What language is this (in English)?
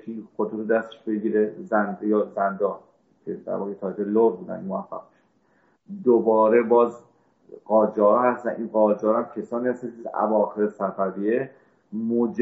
Persian